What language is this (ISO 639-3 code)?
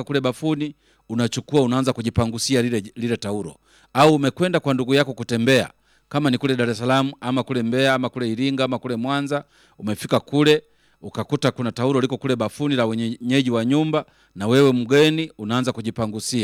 swa